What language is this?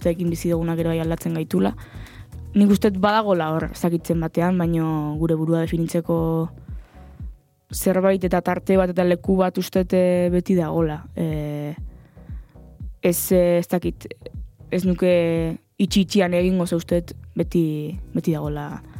Basque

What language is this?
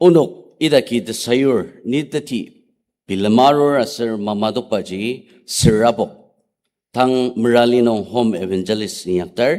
Ao Naga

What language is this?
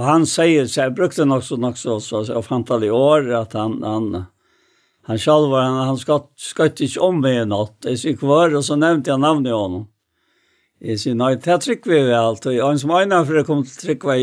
Faroese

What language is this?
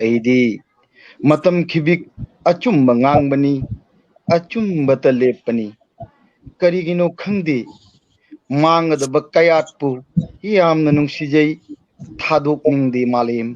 Manipuri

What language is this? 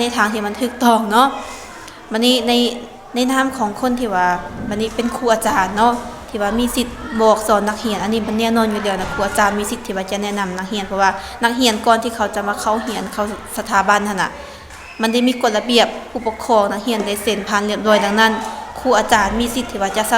Lao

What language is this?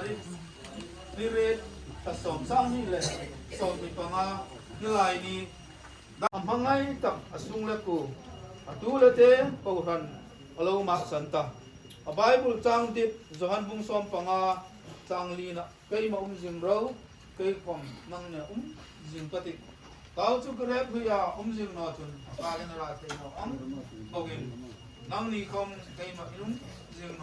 Hmar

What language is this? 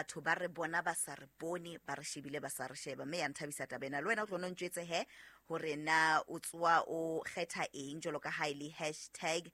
Southern Sotho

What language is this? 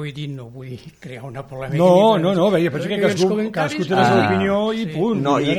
Catalan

